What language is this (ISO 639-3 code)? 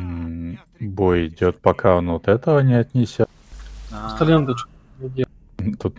rus